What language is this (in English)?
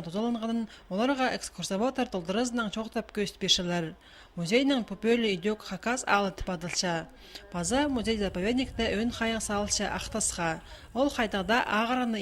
Khakas